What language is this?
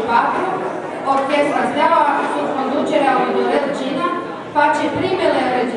Romanian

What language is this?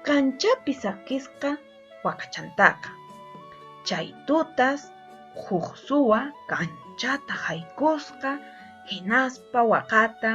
Quechua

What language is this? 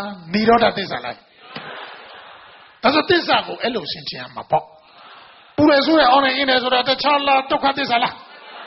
Burmese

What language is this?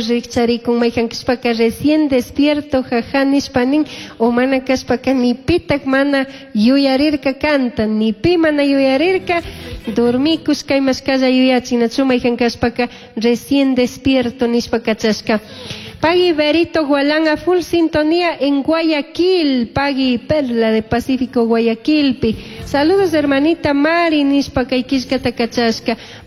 Chimborazo Highland Quichua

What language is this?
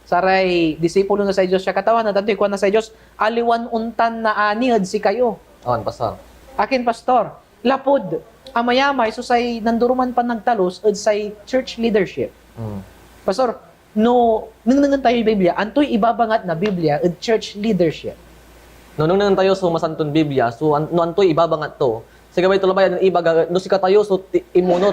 Pangasinan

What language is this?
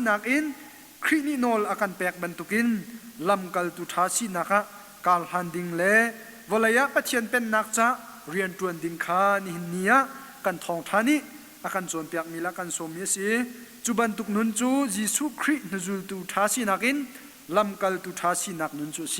Hakha Chin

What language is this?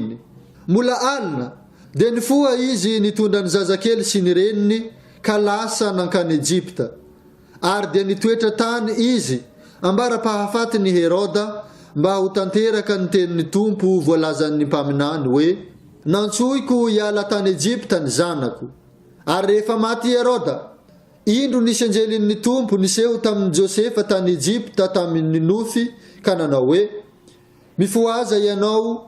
Malagasy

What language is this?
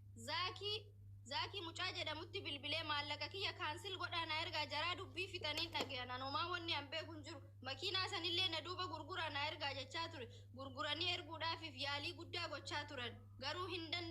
Oromo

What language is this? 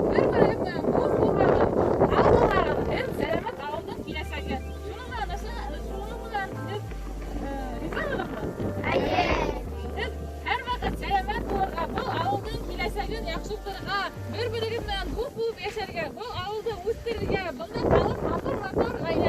Bashkir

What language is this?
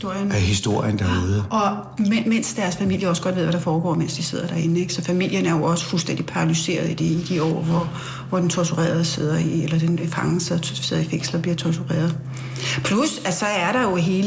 Danish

